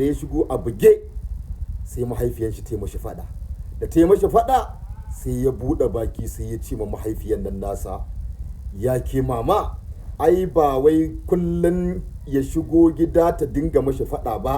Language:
Hausa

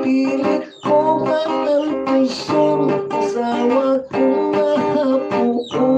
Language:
Hiligaynon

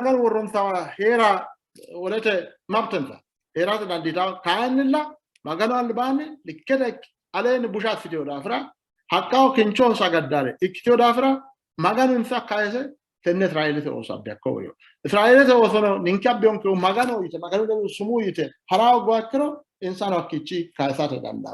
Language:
Sidamo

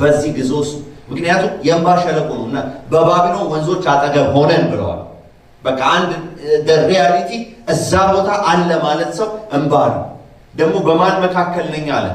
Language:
Amharic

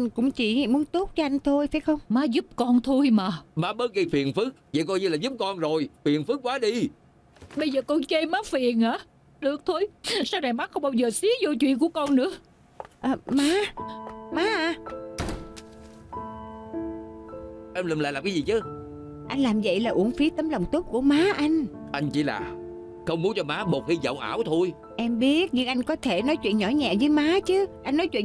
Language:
Vietnamese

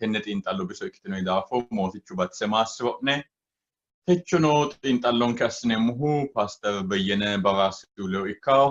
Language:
Sidamo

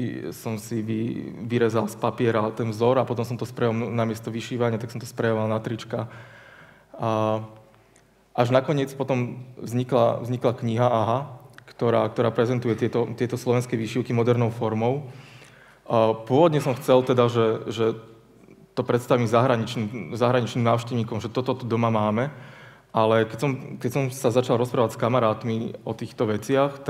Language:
Slovak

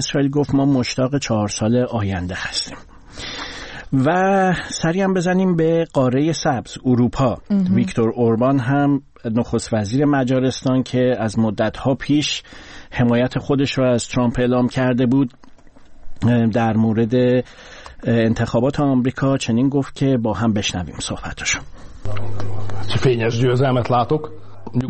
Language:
Persian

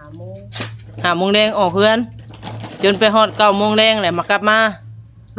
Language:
Northeastern Thai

